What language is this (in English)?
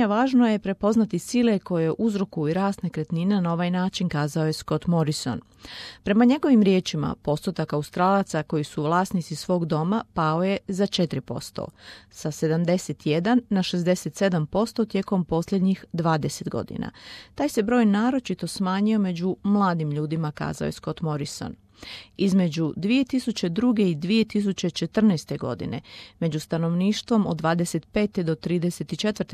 Croatian